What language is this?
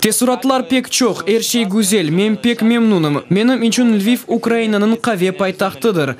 Crimean Tatar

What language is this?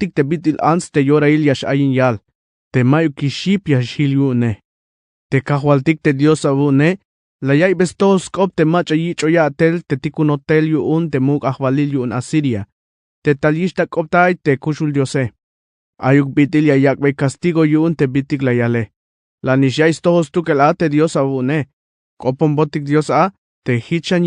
Tzeltal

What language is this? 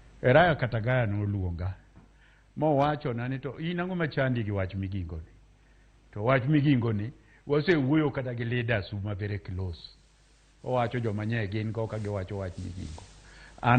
Luo (Kenya and Tanzania)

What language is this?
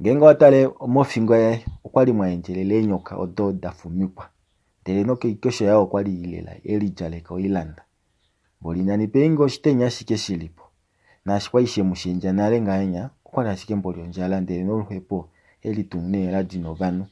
Kuanyama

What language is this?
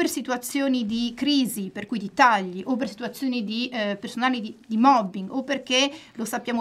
Italian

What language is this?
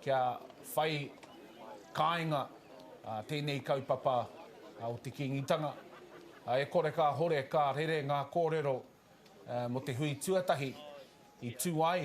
Māori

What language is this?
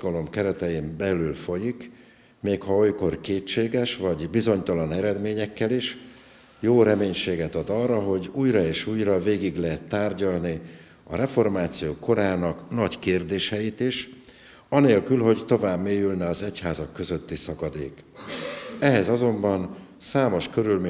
Hungarian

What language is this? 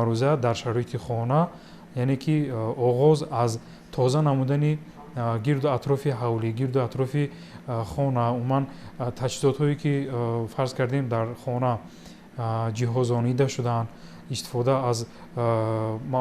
Tajik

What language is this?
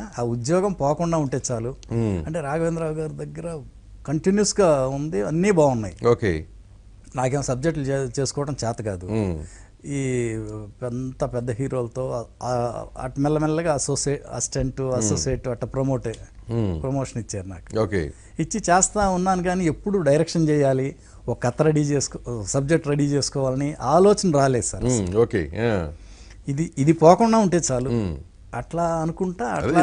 Telugu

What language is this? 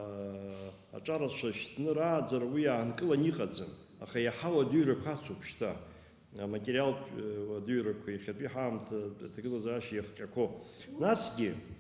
Abkhazian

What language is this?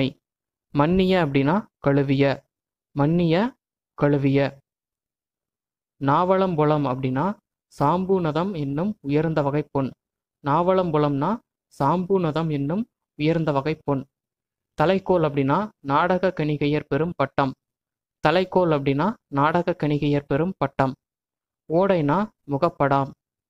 Tamil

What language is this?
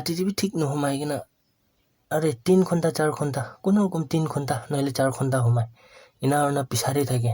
Naga Pidgin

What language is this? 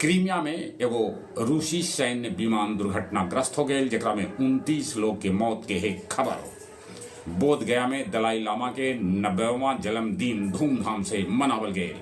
Magahi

